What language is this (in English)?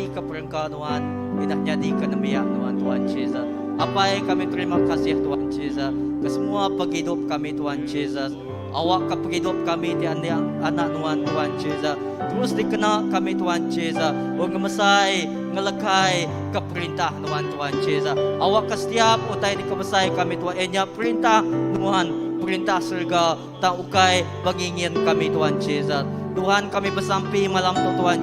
Iban